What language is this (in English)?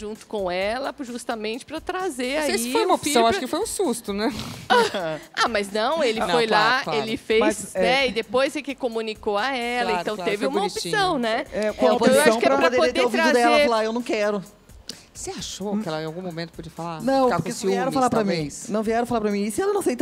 Portuguese